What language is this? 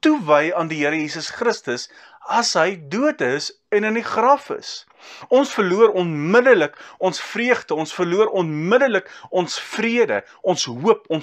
Afrikaans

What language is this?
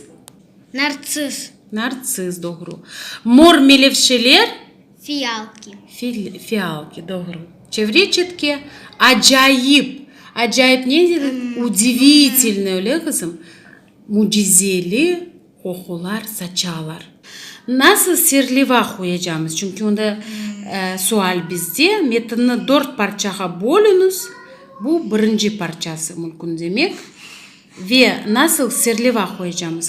Crimean Tatar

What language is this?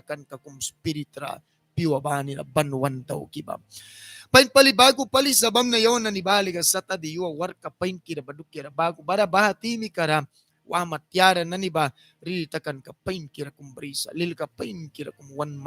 Mískito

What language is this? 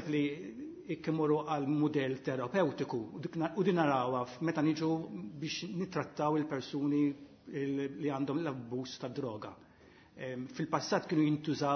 Maltese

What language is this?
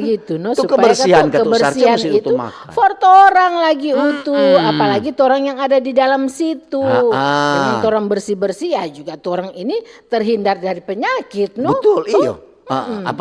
Manado Malay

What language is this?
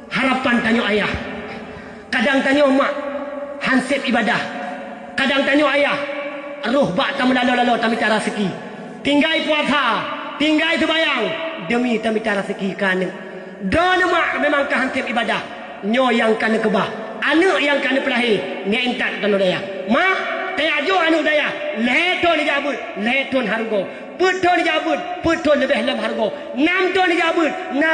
Achinese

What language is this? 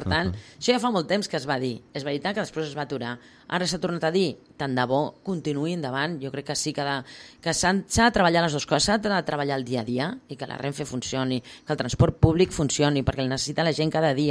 Catalan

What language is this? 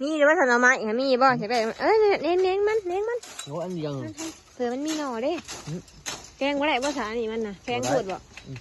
Northeastern Thai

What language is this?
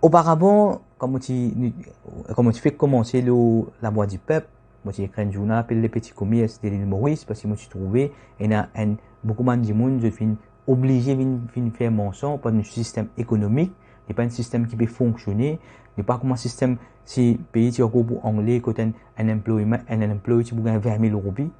Morisyen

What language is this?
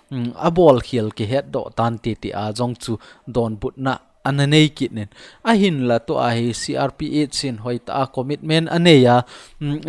Thado Chin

